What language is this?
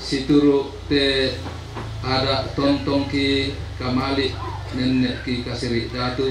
Toraja-Sa'dan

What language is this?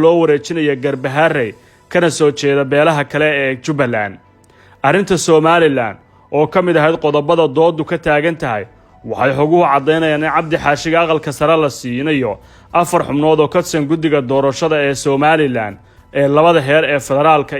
Somali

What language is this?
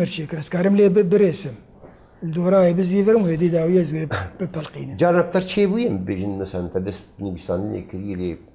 Kurdish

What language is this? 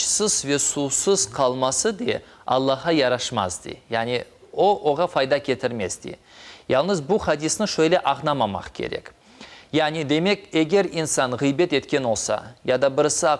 Crimean Tatar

